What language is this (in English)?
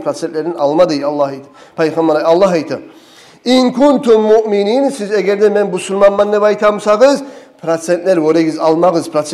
Kumyk